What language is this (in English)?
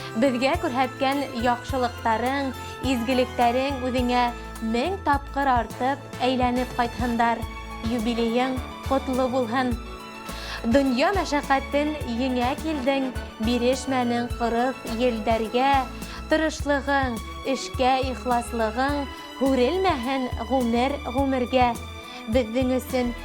Bashkir